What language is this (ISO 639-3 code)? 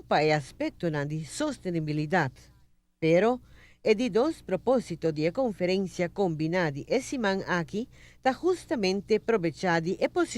pap